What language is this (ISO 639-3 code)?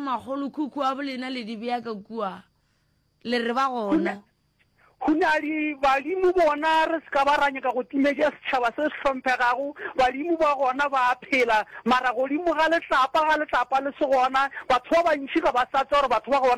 nso